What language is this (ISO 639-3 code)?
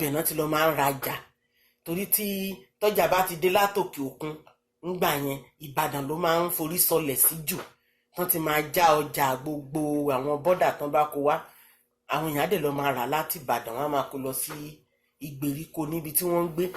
yor